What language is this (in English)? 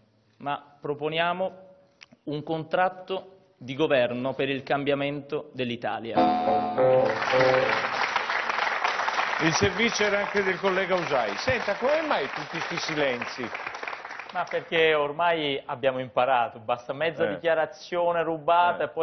Italian